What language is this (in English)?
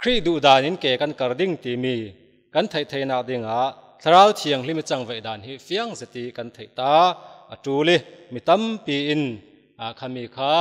Falam Chin